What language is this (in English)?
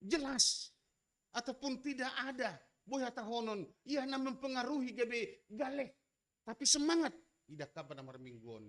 Batak Simalungun